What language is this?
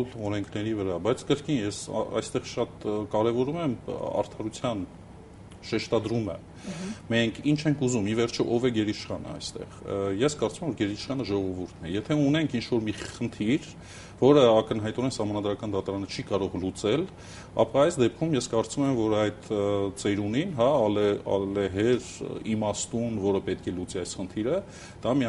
Armenian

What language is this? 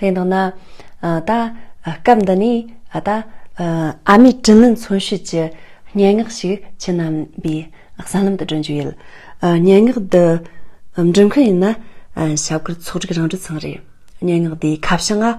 Tibetan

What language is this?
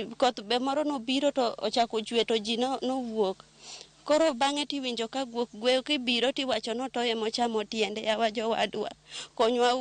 Luo (Kenya and Tanzania)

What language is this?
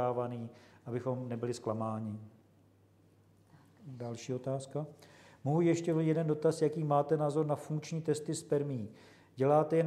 Czech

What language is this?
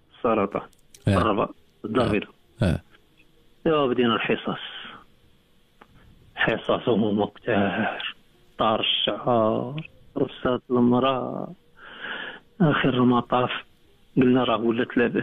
Moroccan Arabic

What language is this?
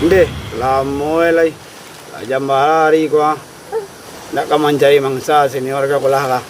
Minangkabau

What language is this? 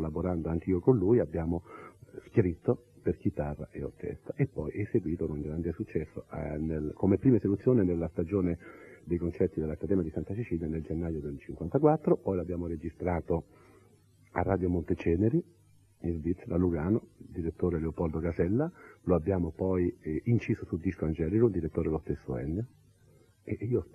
Italian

